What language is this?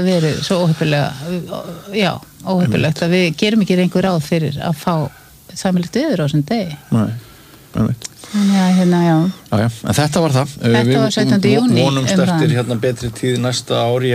Icelandic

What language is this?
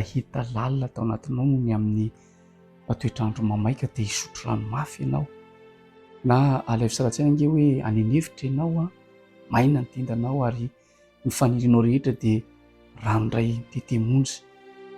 Malagasy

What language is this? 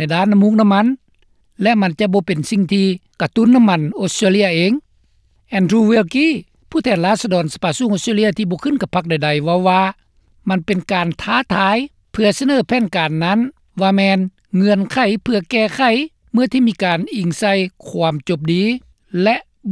Lao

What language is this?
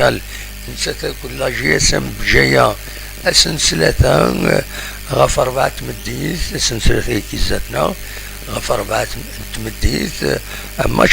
Kabyle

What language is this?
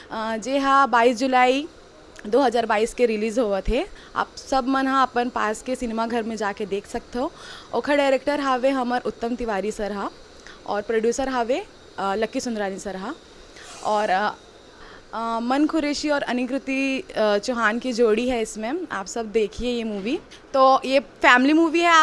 Chhattisgarhi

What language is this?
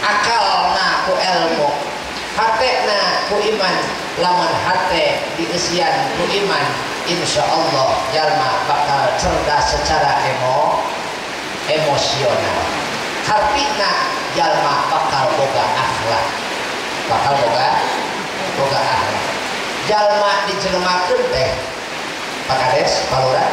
Sundanese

